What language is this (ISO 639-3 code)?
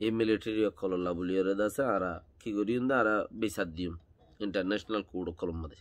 rhg